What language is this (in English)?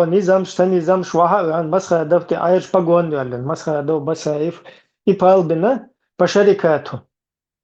Chechen